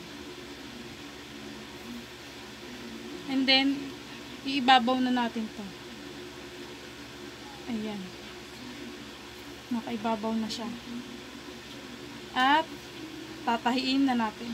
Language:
Filipino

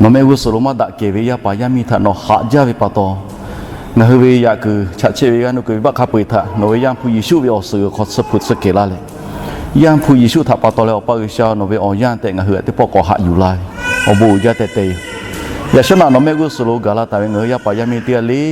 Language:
Lahu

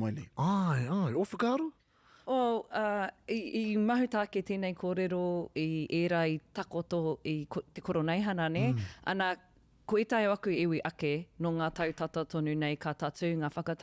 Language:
Māori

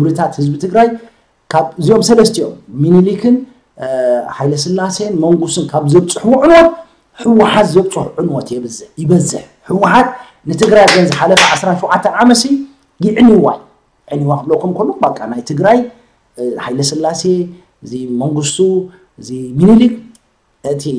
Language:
Tigrinya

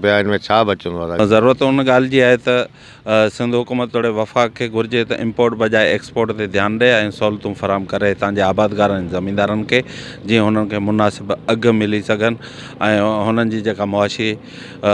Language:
Sindhi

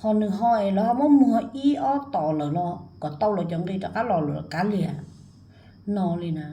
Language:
Hmong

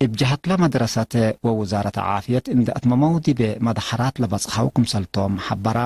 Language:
Tigre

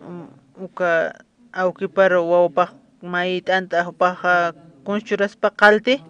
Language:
Aymara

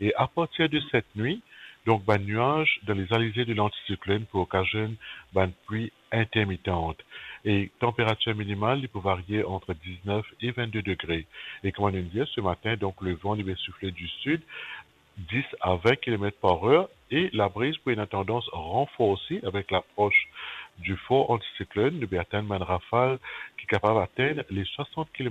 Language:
Morisyen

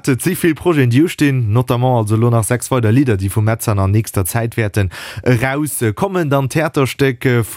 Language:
Luxembourgish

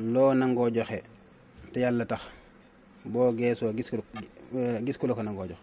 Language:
Wolof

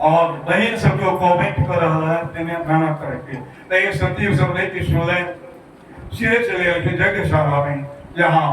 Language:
Maithili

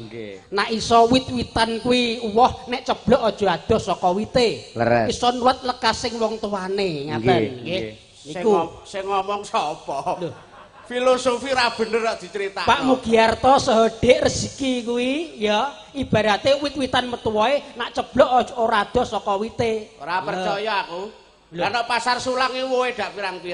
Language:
Javanese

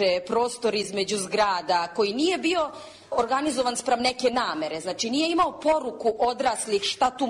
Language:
Serbian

